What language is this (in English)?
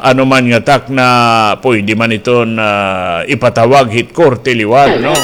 Waray